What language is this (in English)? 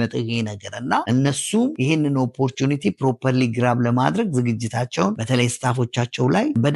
Amharic